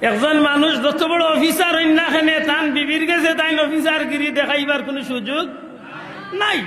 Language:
Sylheti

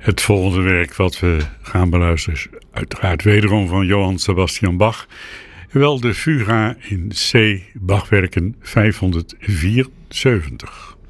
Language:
Dutch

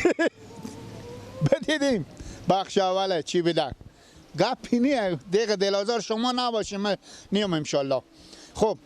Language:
Persian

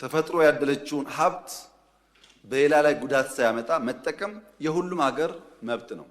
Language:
Amharic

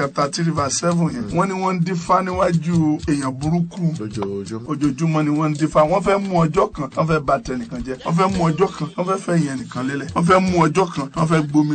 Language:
Yoruba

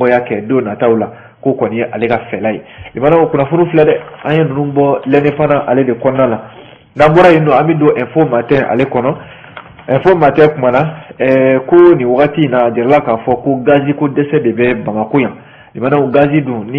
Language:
Bambara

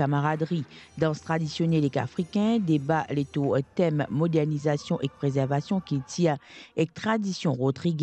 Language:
Morisyen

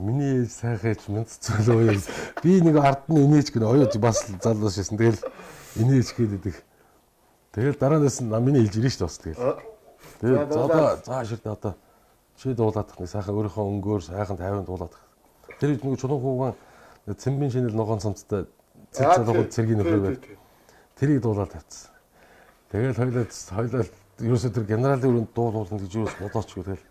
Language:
Mongolian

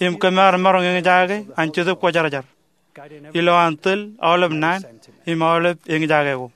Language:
Marshallese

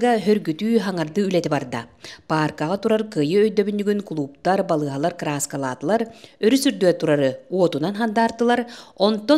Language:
Yakut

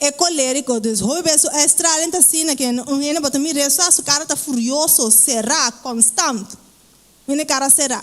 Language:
Papiamento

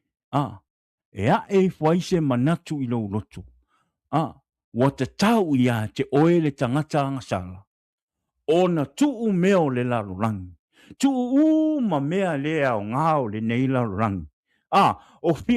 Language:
Samoan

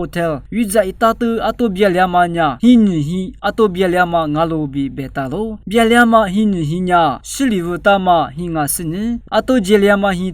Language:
Lisu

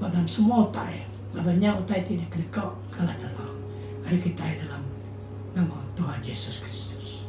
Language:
Iban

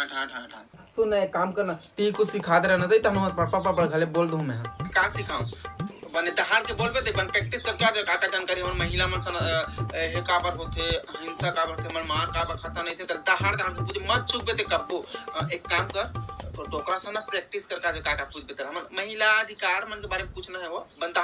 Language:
Chhattisgarhi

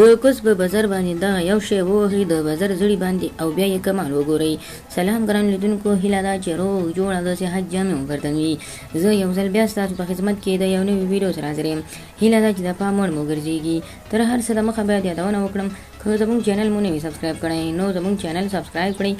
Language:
Pashto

